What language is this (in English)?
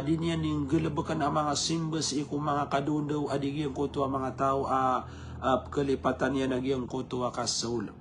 Maranao